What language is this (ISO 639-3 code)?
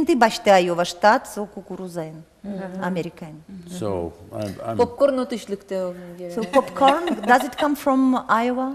udm